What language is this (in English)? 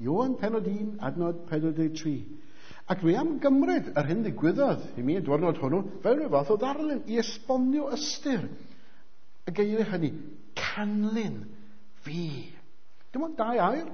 Welsh